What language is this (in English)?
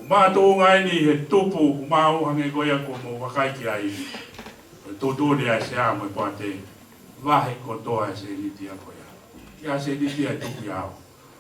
Tongan